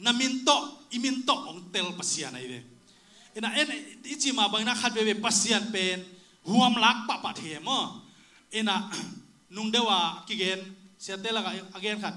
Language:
Tedim Chin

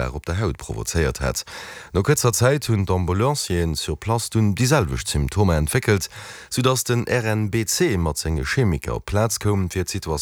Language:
Luxembourgish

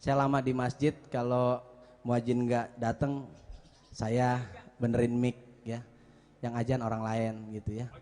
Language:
Betawi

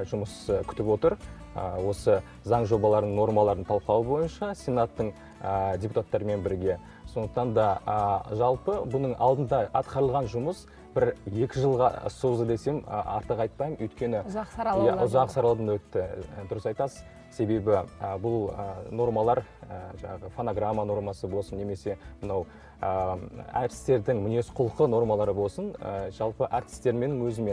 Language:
Kazakh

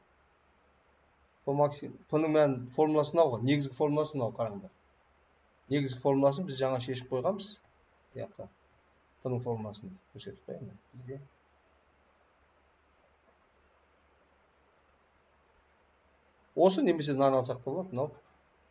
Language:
Kazakh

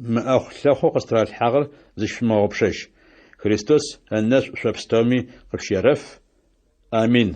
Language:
Adyghe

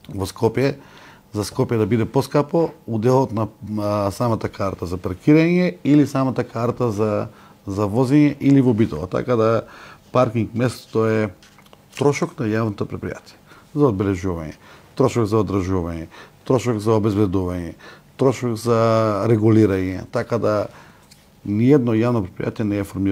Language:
Macedonian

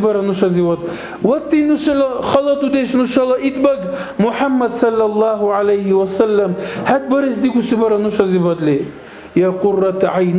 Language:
Dargwa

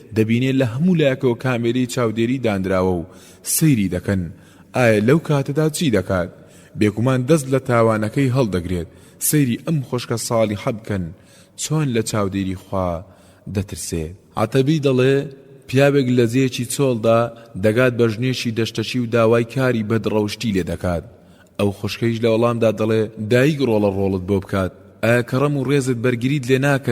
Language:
Central Kurdish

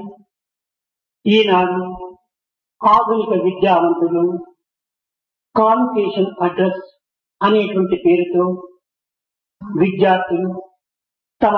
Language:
Telugu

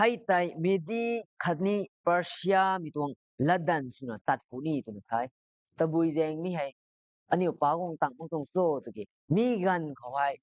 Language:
Rongmei Naga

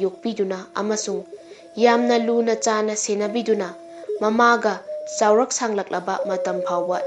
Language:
Manipuri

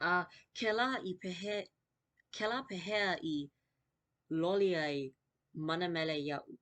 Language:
Hawaiian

